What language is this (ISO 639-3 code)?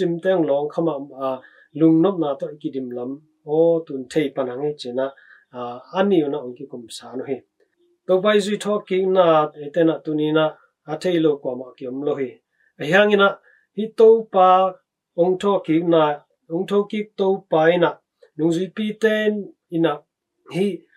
ctd